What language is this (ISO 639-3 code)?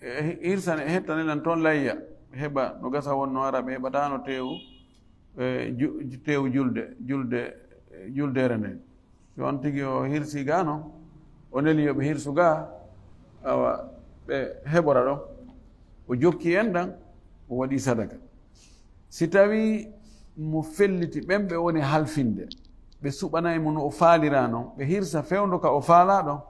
ful